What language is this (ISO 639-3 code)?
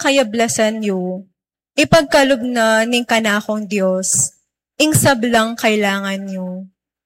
pam